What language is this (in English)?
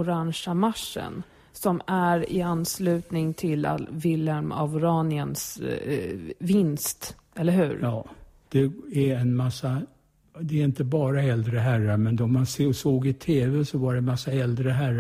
Swedish